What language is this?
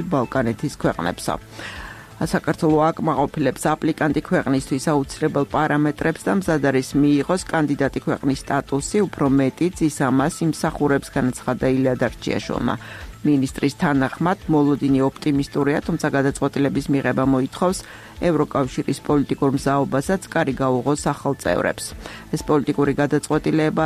Georgian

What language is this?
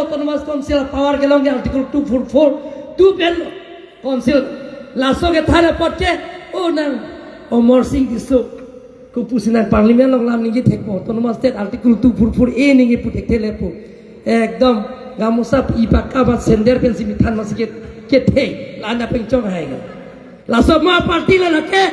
Karbi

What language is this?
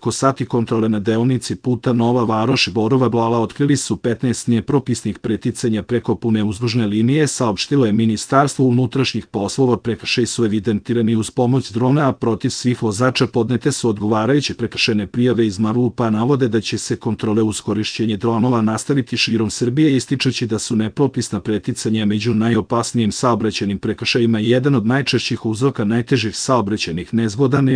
Serbian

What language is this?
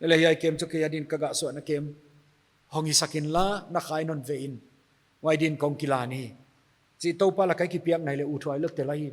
Paite Chin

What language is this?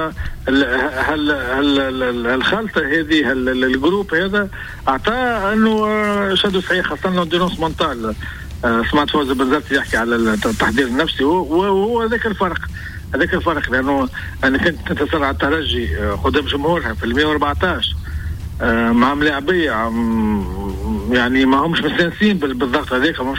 Tunisian Arabic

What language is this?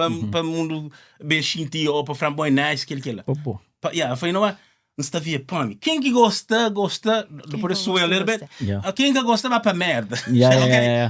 Kabuverdianu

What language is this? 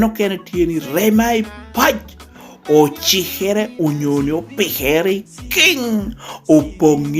Lango (Uganda)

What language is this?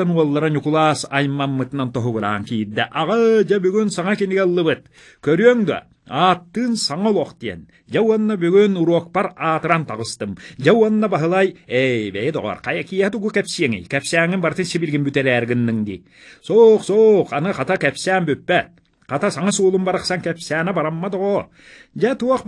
Yakut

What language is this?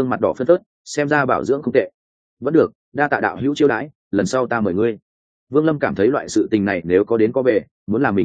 Vietnamese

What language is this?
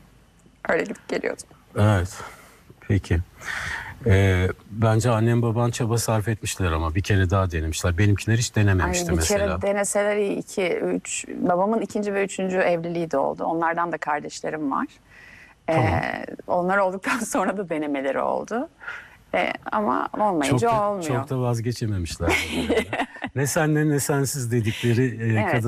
Turkish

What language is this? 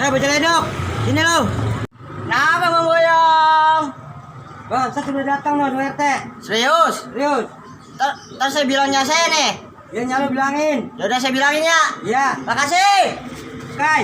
Betawi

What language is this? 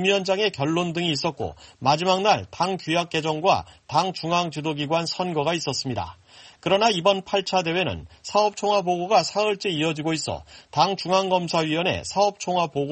Korean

